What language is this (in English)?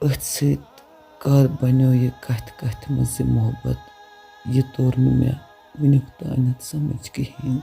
Kashmiri